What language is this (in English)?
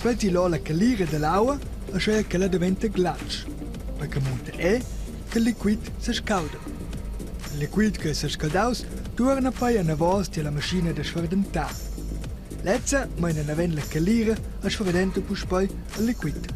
Romansh